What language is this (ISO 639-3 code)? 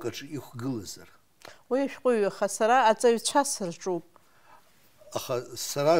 abk